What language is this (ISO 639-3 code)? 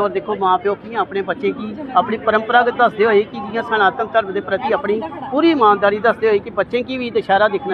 doi